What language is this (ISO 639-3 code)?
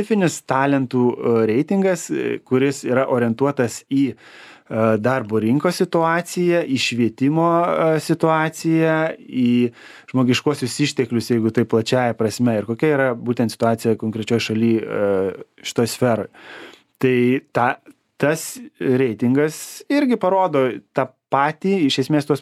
lit